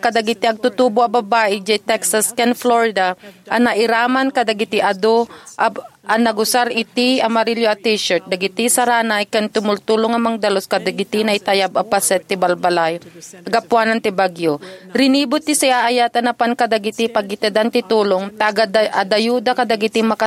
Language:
Iloko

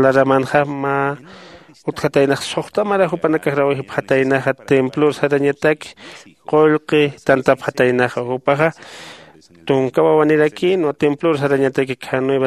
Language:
Aymara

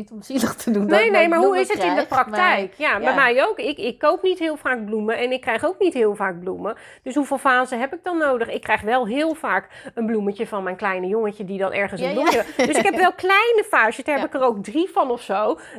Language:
Dutch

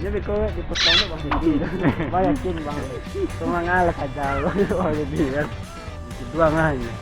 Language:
Minangkabau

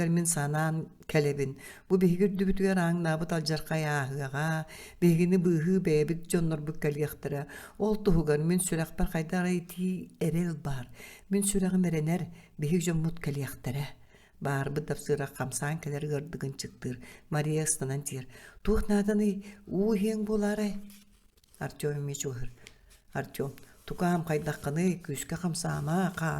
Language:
Yakut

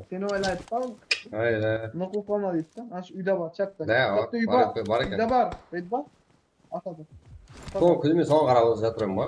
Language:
Kara-Kalpak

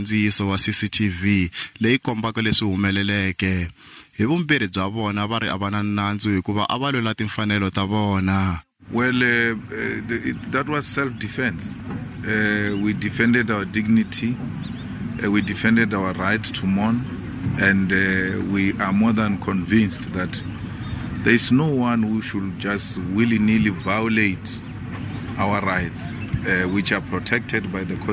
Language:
Tsonga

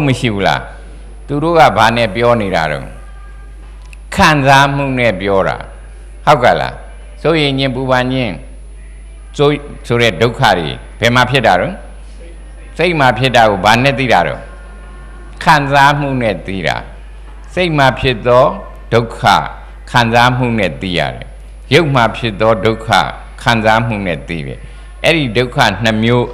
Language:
Burmese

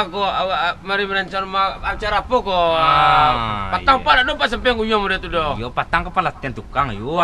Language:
Minangkabau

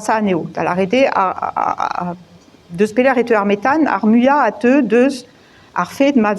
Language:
Breton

